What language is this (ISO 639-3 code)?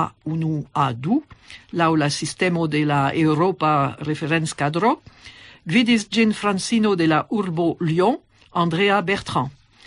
epo